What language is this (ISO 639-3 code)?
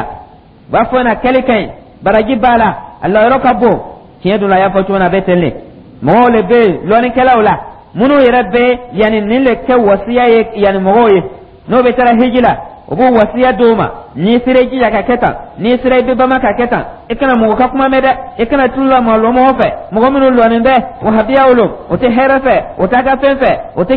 dyu